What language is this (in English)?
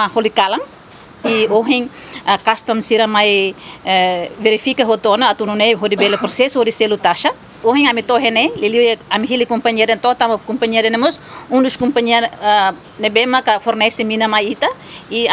Tetum